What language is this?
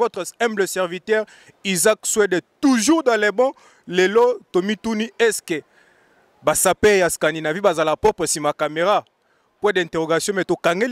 Lingala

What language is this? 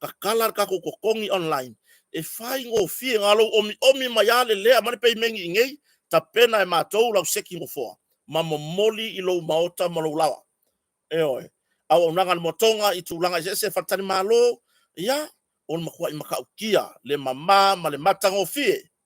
Samoan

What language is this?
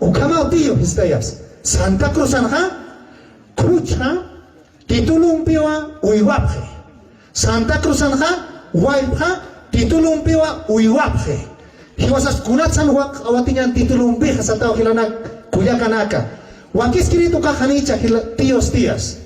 Aymara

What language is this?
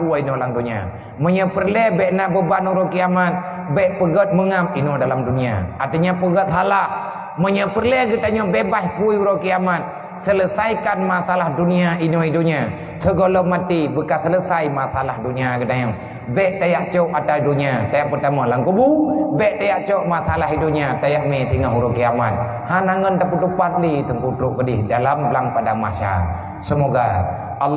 Achinese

